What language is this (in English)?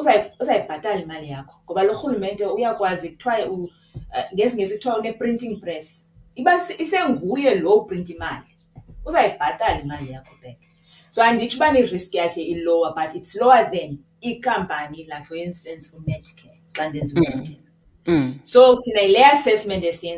Xhosa